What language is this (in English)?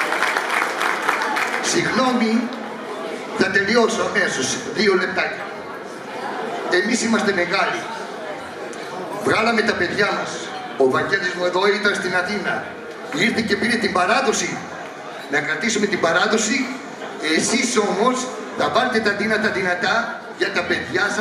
Greek